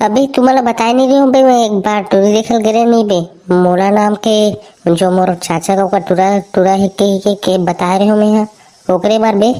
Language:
Chhattisgarhi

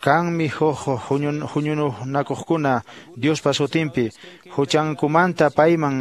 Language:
Quechua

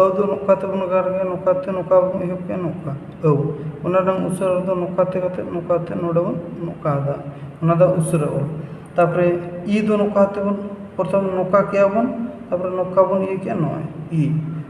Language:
Santali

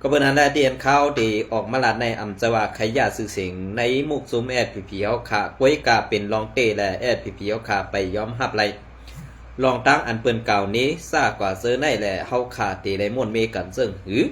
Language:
Shan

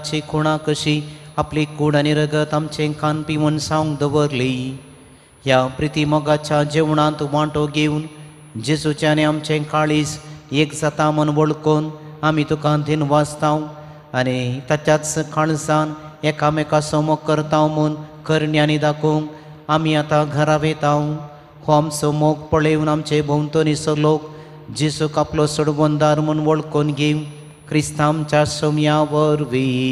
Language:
Konkani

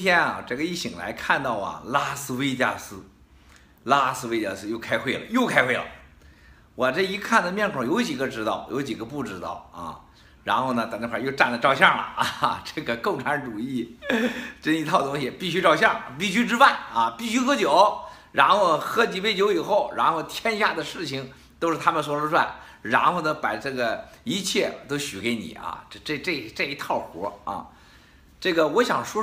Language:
Chinese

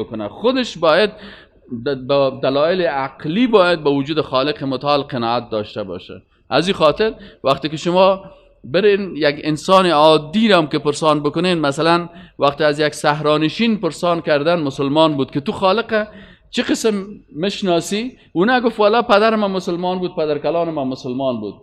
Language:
Persian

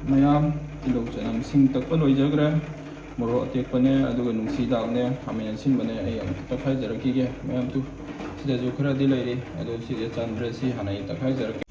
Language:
Manipuri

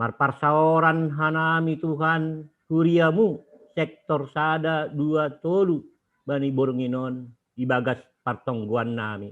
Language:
Batak Simalungun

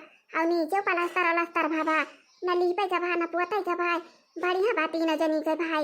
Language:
Awadhi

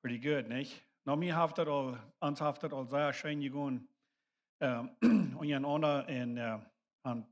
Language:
Plautdietsch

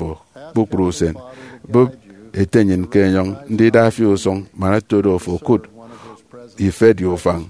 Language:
Efik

